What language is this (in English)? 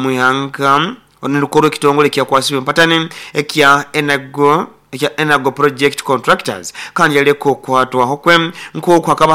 Nyoro